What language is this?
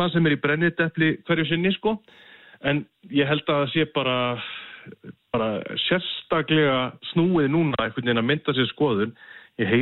Icelandic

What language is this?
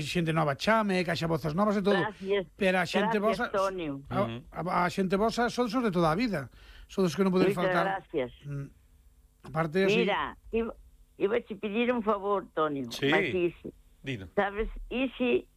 Galician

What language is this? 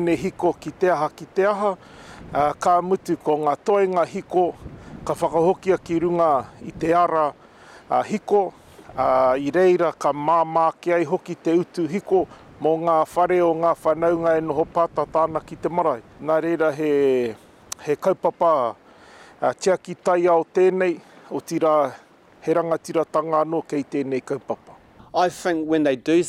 Māori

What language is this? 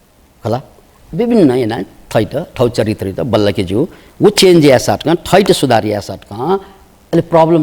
Newari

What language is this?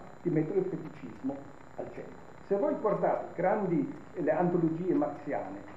Italian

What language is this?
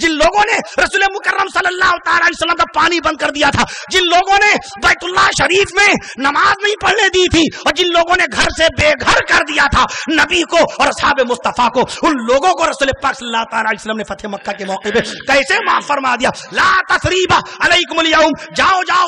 Urdu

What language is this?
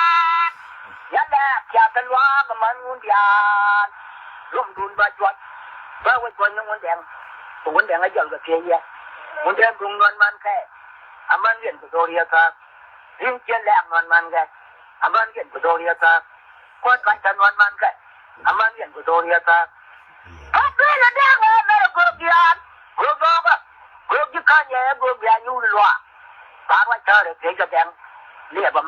Nuer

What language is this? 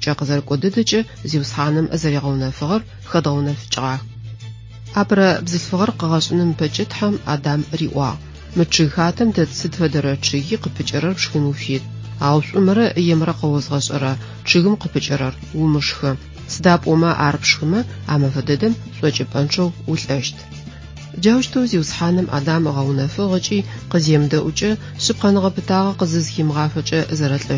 Adyghe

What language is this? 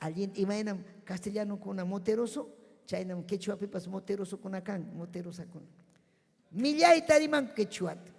Ayacucho Quechua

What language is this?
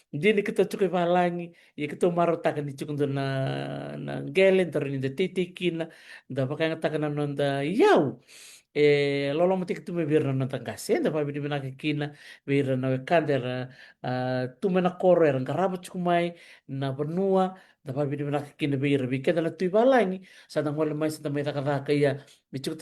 Fijian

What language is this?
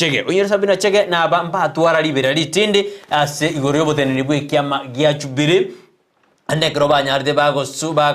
Gusii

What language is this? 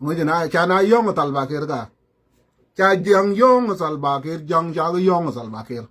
Nuer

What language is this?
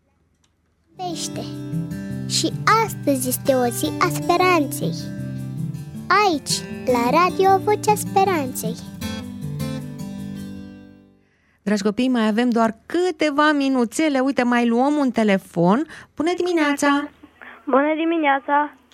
Romanian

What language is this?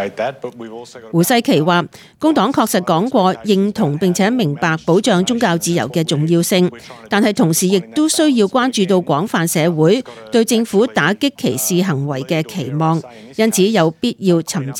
Cantonese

